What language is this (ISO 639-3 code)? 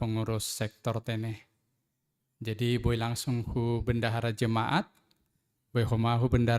bts